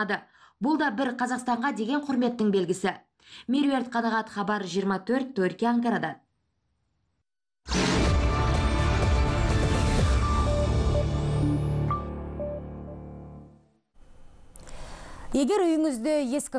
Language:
Kazakh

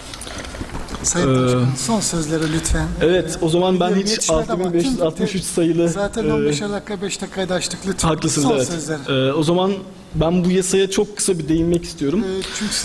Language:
Turkish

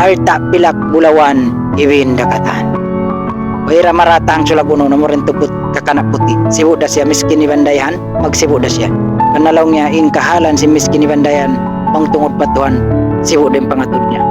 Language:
Tausug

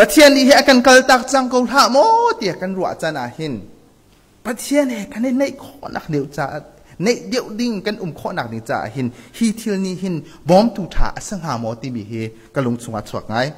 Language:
Hakha Chin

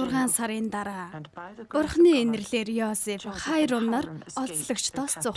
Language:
Mongolian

